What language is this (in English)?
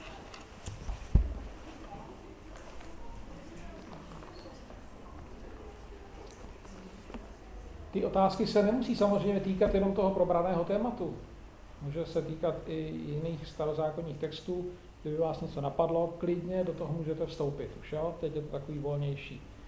Czech